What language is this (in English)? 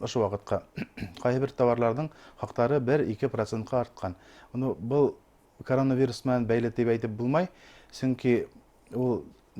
Bashkir